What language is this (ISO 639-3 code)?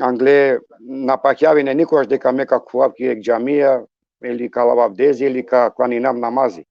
rmn